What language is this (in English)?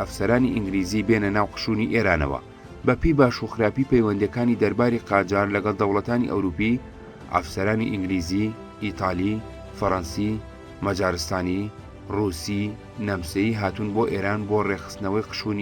Central Kurdish